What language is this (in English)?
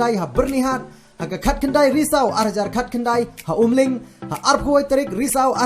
Khasi